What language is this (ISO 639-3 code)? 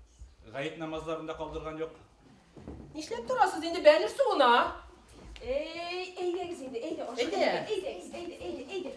bak